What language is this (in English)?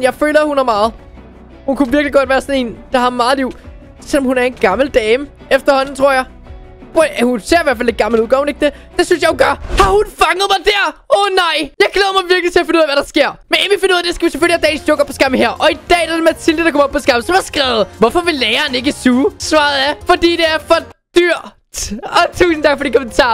Danish